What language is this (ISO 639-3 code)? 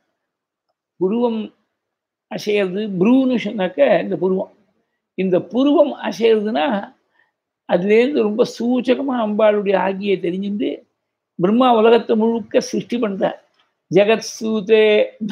tam